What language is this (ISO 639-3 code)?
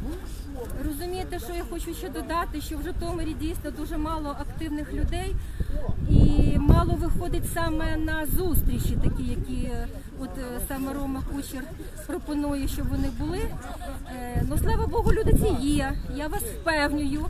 ukr